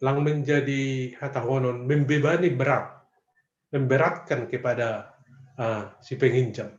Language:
Batak Simalungun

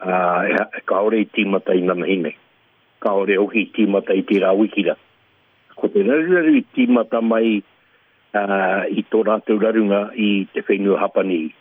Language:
Māori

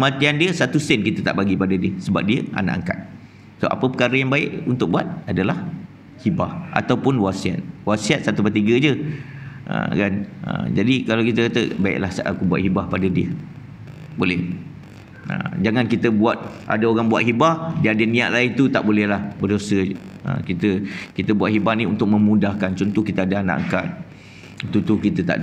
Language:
Malay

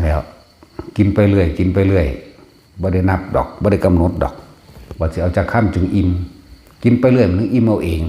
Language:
Lao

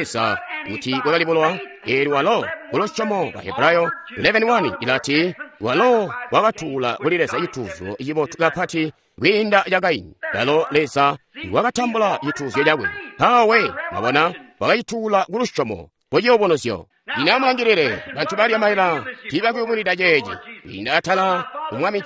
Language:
Tonga (Zambia)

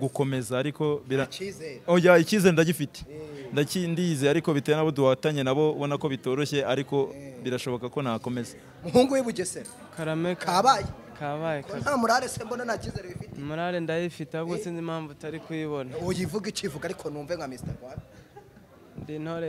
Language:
Kinyarwanda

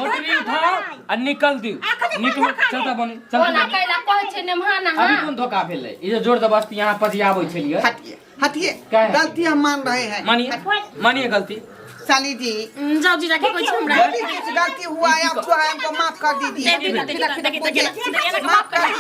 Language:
Maithili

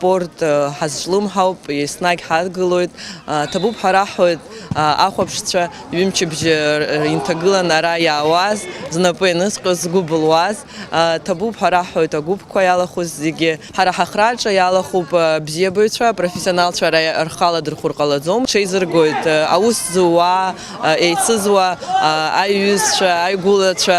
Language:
Abkhazian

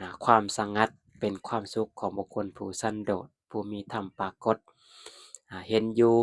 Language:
Lao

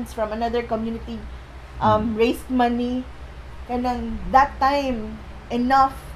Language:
Cebuano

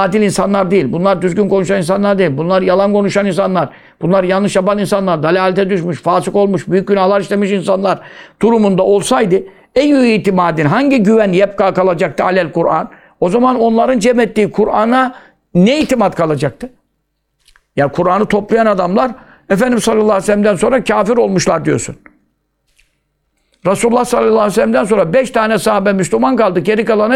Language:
Turkish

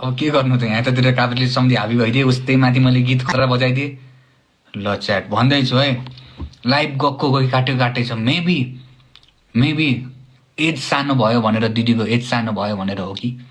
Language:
Nepali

